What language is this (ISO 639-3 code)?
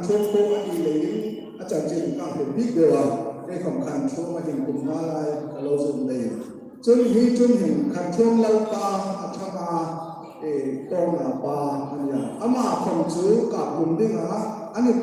hmr